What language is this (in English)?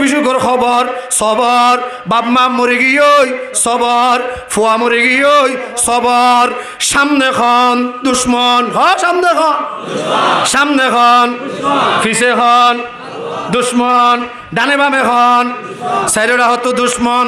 Rohingya